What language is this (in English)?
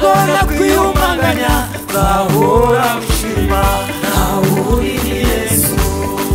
Kinyarwanda